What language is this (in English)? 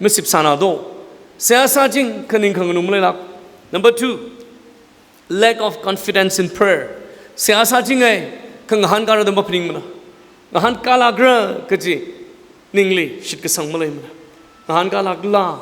Tangkhul Naga (India)